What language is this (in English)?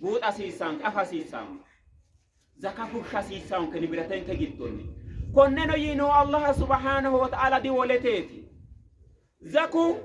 Sidamo